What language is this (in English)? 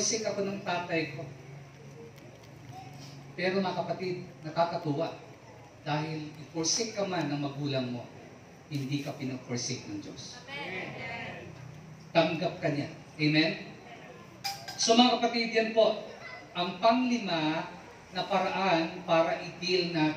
Filipino